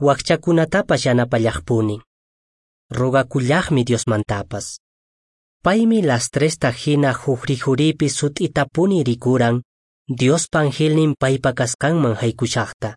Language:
Quechua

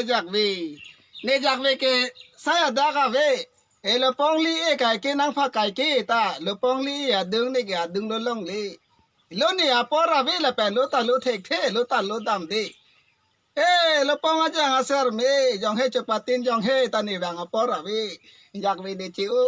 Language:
Karbi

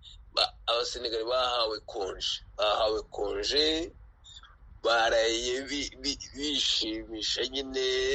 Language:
Kinyarwanda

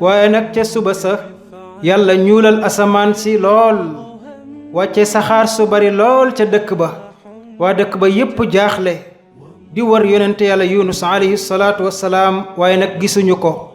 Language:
Wolof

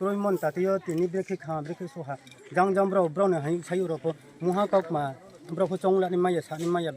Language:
Riang (India)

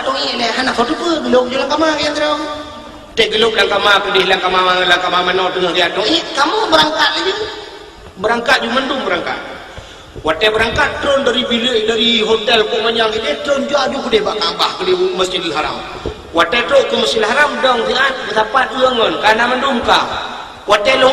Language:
Achinese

